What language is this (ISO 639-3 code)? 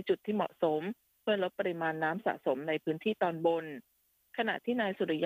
tha